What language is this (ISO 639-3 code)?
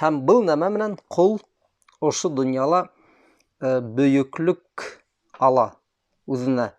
bak